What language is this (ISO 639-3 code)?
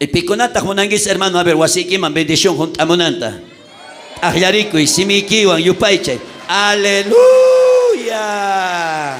quh